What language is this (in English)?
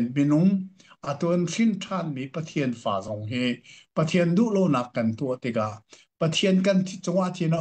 Hakha Chin